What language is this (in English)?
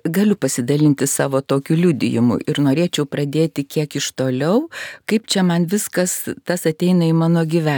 Lithuanian